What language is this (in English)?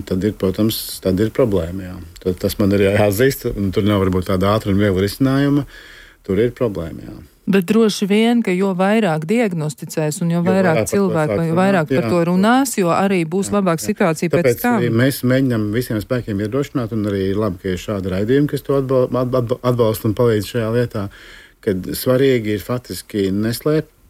Latvian